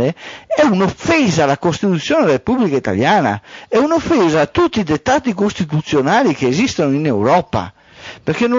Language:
Italian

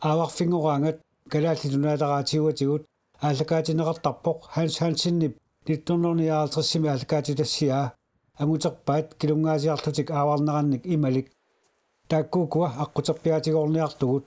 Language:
Kalaallisut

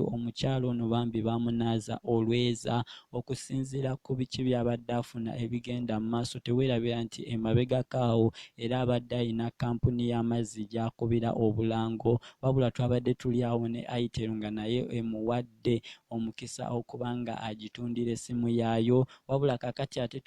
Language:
Ganda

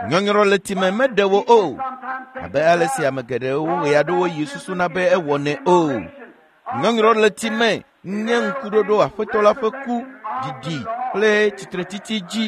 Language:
Ewe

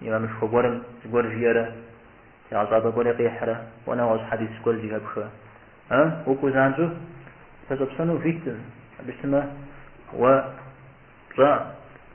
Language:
Kabardian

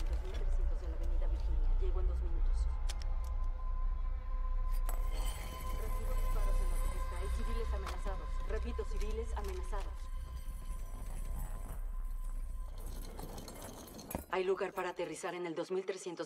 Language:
Spanish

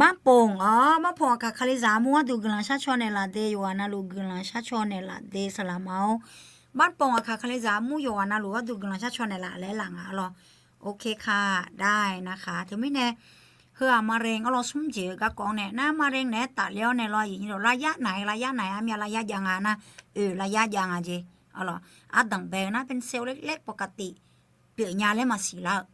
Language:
Akha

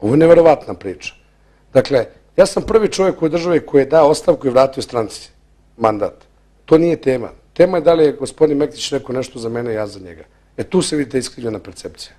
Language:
Bosnian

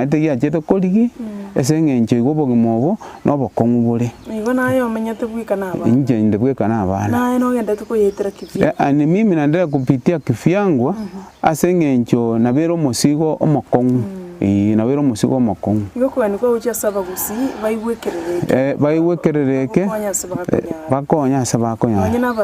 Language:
Gusii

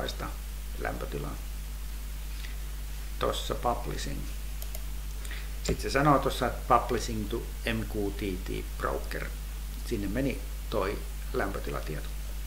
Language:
Finnish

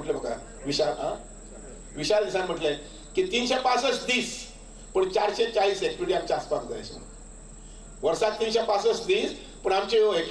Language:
Konkani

